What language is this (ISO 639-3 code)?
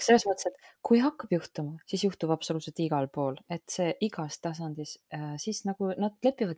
est